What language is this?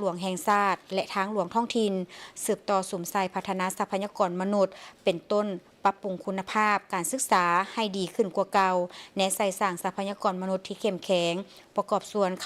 Lao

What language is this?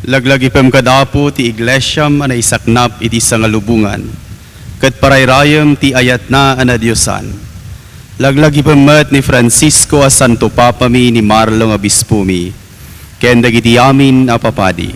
Iloko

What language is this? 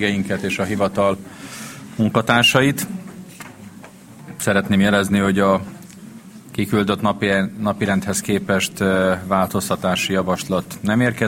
Hungarian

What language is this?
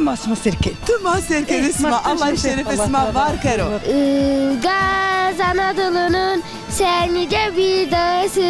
Zaza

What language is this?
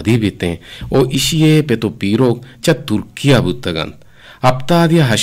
Eastern Balochi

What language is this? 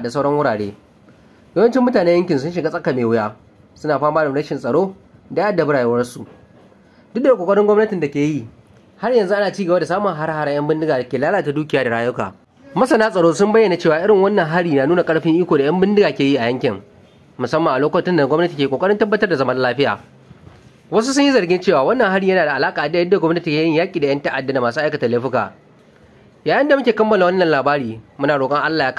Hausa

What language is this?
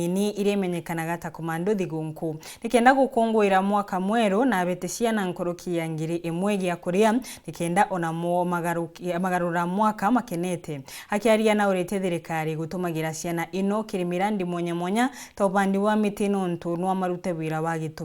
Meru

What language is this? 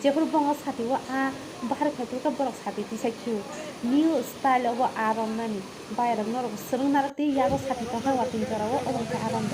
Kok Borok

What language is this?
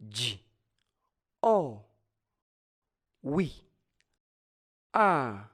Nyanja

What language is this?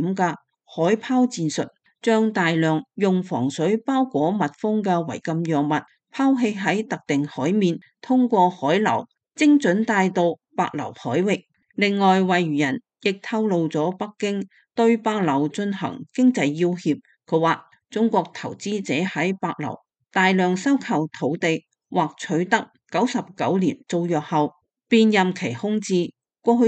Cantonese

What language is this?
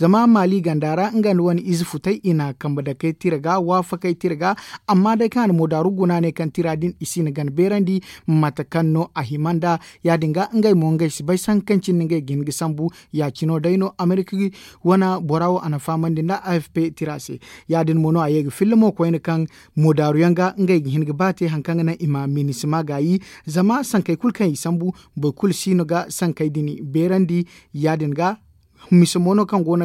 Zarma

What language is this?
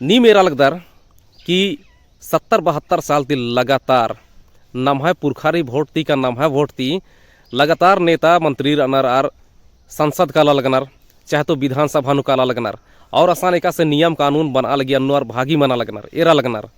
Kurukh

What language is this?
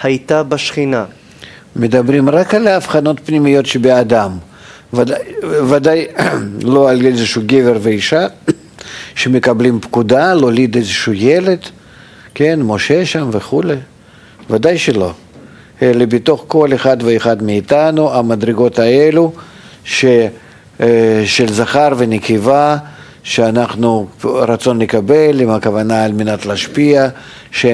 Hebrew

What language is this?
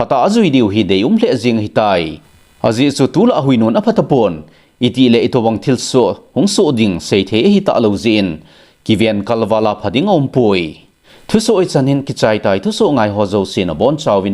Thado Chin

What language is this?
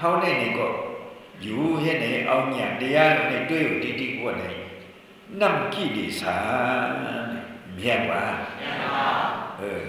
Shan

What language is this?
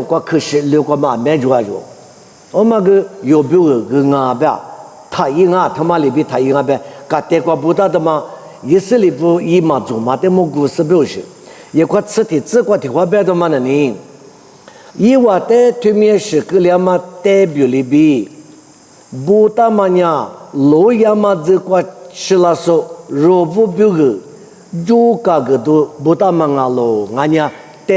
Lisu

